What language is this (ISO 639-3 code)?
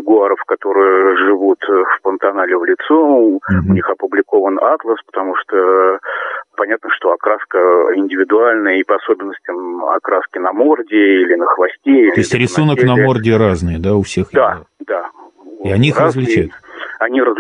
rus